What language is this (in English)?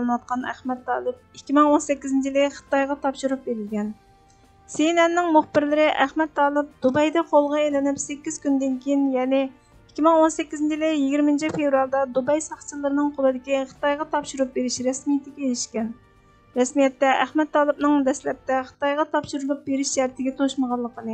Uyghur